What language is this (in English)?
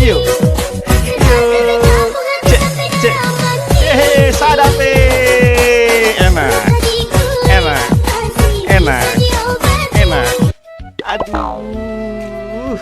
Ambonese Malay